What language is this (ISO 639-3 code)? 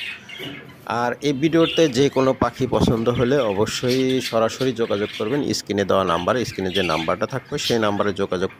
ben